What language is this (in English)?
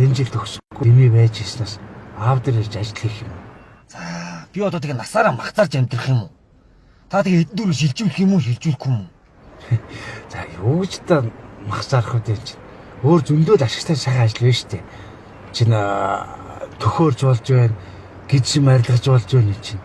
Mongolian